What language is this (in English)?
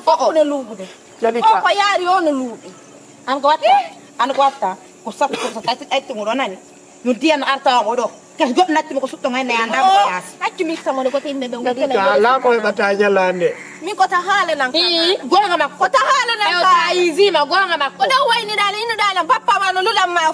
Fula